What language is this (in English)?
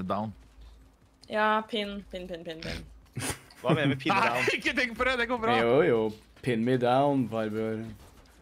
Norwegian